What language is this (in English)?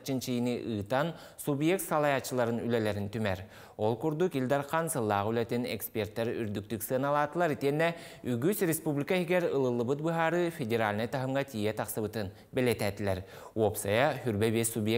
Yakut